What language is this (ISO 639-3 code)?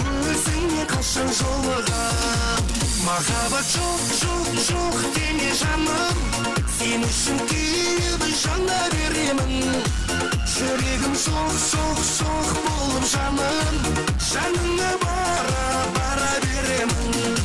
kaa